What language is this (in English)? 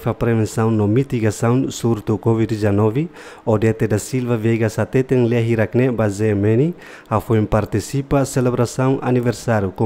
Tetum